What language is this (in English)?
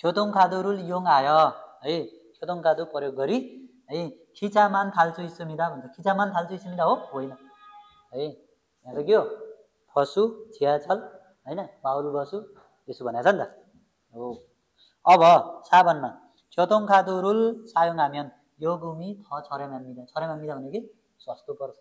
Nepali